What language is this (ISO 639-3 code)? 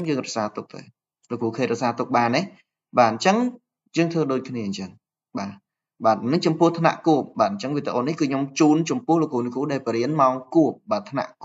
khm